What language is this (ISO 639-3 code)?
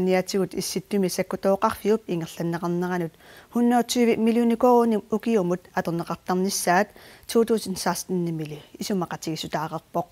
kal